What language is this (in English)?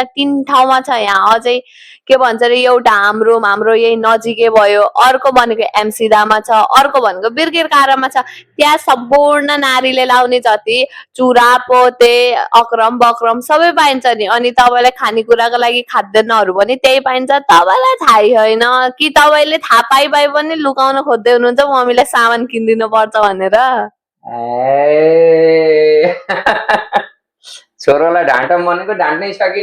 Nepali